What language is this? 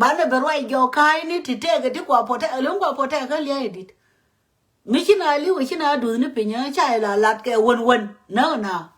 Nuer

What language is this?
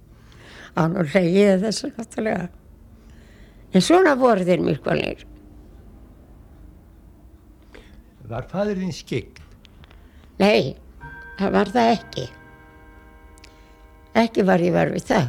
Icelandic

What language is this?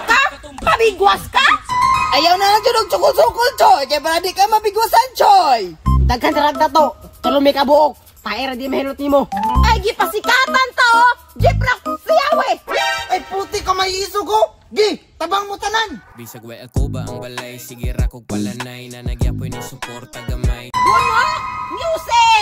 Cebuano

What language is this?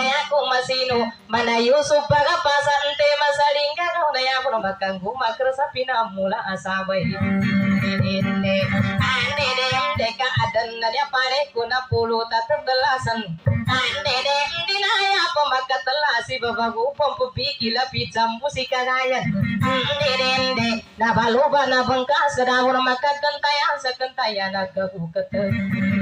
Maguindanaon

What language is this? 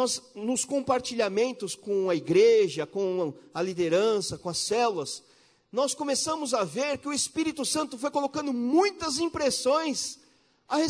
Portuguese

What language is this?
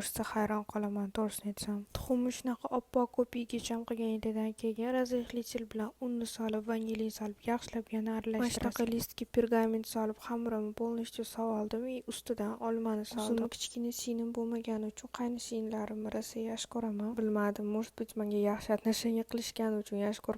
Uzbek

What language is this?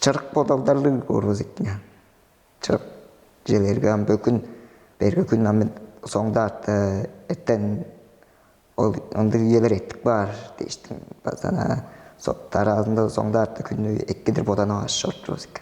Tuvinian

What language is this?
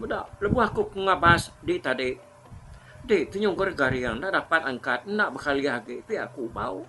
Iban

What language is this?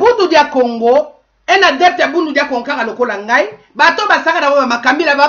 Lingala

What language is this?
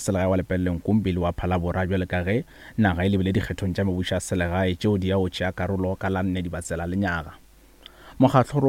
Northern Sotho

